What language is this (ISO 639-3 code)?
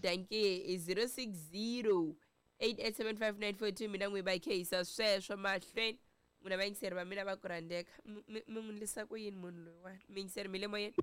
tso